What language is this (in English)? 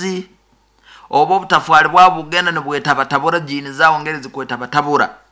Nyoro